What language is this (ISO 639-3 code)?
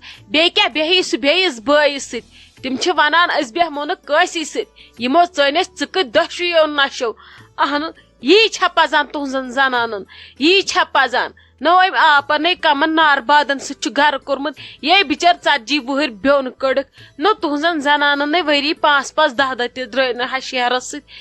kas